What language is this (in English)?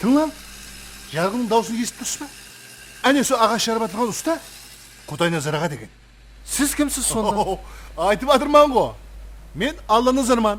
Kara-Kalpak